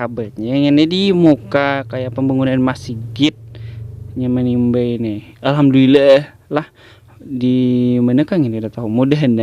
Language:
Banjar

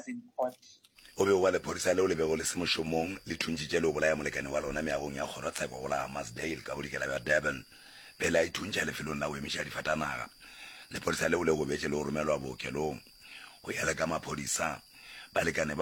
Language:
Northern Sotho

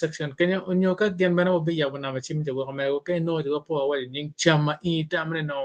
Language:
Acoli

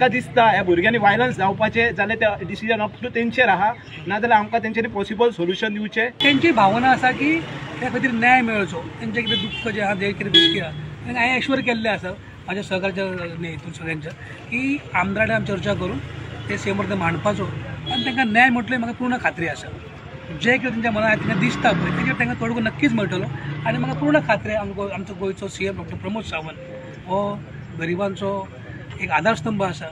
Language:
Konkani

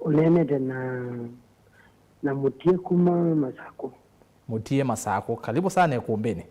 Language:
Kamba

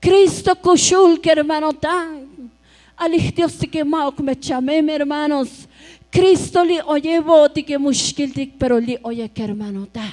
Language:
Tzotzil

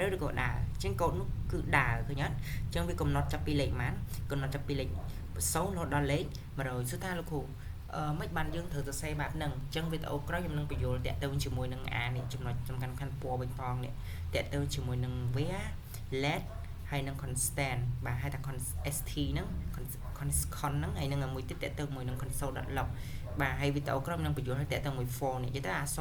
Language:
Khmer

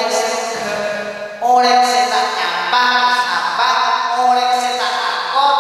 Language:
Madurese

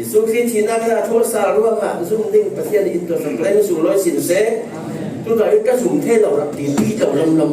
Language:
Falam Chin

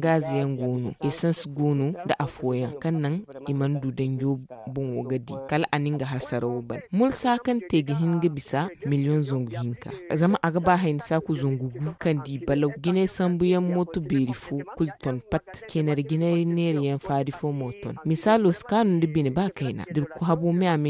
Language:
Zarma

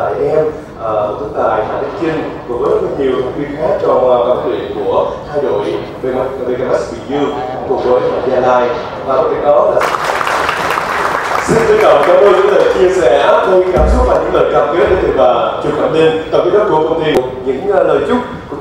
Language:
Vietnamese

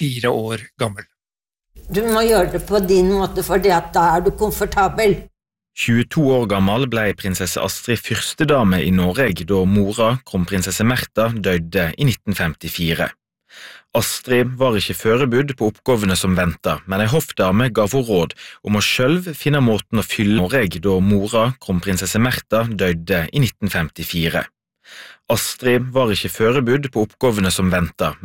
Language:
Norwegian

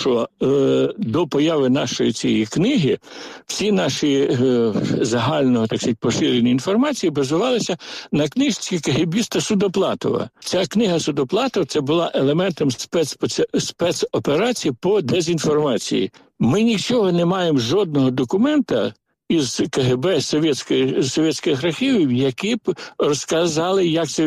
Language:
Ukrainian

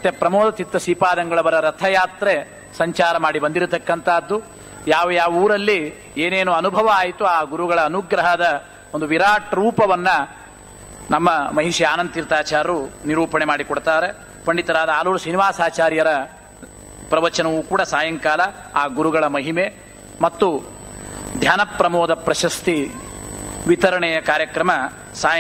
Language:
Kannada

